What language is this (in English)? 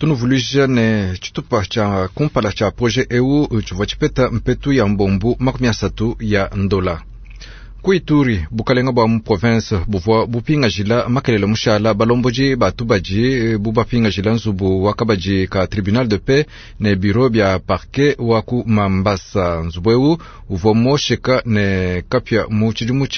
Luba-Lulua